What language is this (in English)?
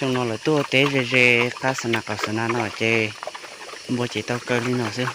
Hmong